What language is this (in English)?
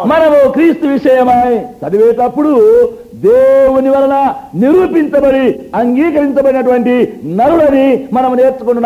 Telugu